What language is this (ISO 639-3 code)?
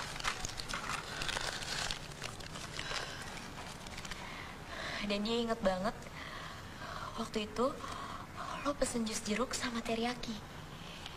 ind